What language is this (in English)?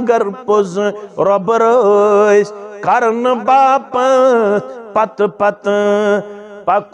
Kashmiri